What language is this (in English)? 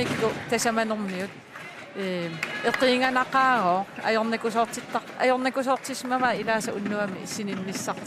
Kalaallisut